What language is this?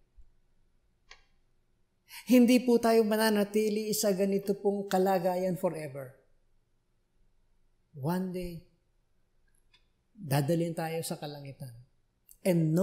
Filipino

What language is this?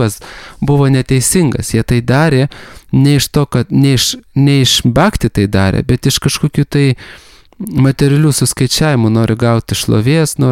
Lithuanian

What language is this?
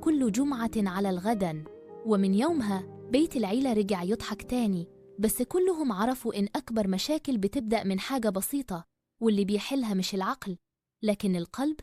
Egyptian Arabic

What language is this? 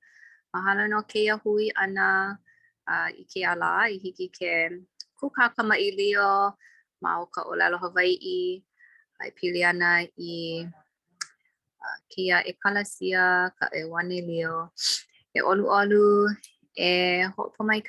Hawaiian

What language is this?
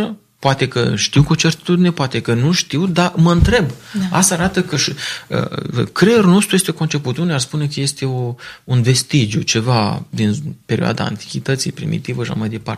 Romanian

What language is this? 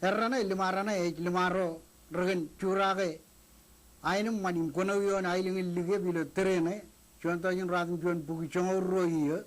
Marshallese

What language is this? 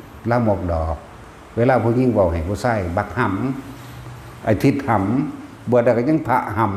Northeastern Thai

